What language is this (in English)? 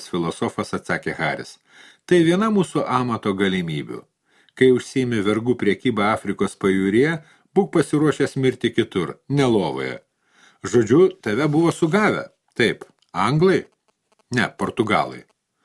Lithuanian